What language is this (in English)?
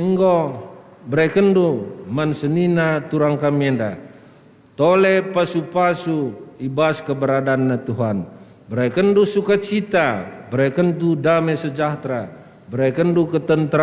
Batak Karo